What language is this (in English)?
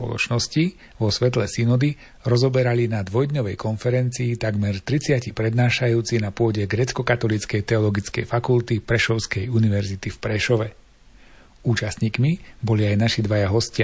Slovak